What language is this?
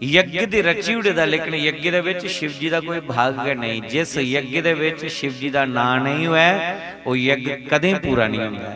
Dogri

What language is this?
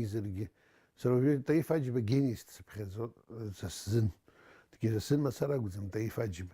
Abkhazian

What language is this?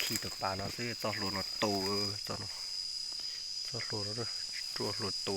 Hmong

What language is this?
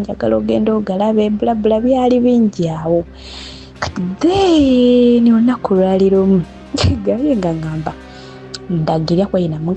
Ganda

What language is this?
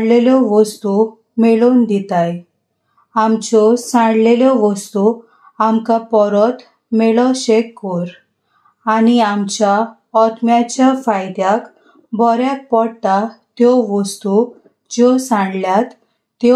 Konkani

